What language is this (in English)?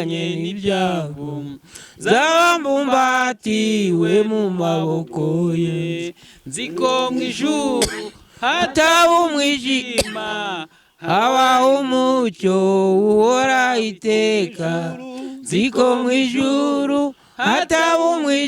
Kinyarwanda